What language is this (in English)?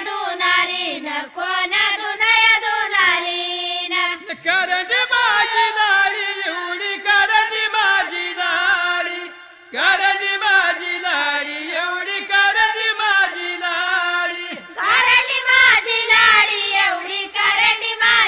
Marathi